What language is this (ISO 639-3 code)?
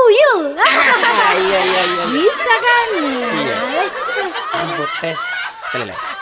min